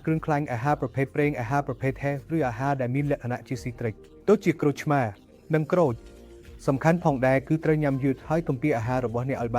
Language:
Khmer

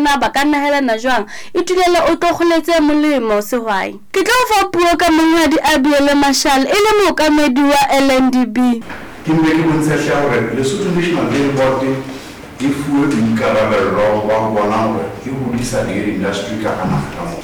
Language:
Southern Sotho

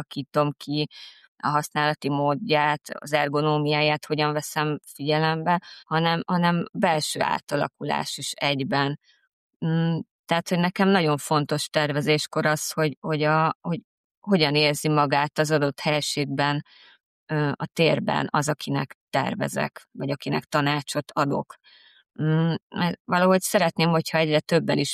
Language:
Hungarian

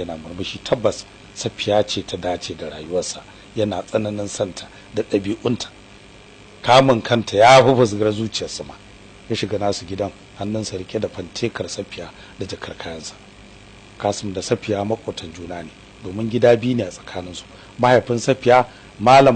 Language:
Hausa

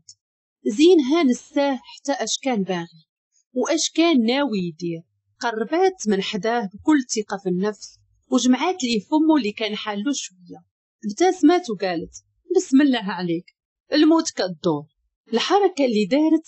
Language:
Moroccan Arabic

